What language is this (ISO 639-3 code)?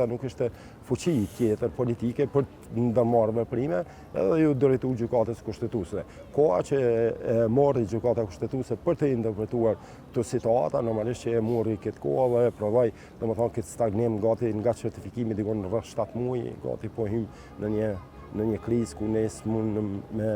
sqi